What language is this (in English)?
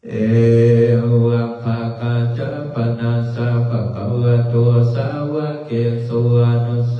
Pali